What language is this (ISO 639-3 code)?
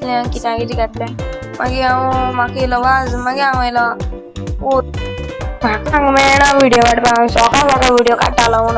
kok